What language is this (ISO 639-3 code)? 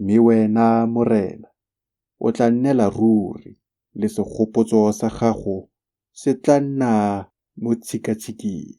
tsn